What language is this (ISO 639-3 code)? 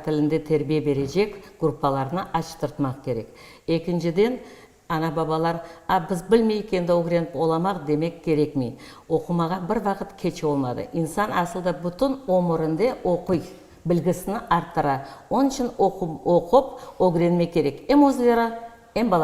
crh